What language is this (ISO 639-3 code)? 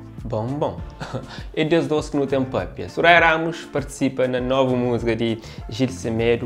kea